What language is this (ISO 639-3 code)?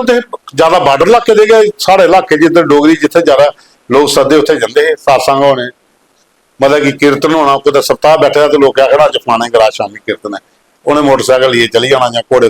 doi